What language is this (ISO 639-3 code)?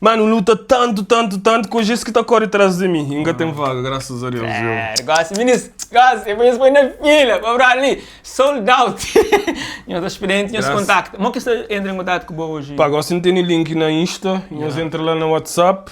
kea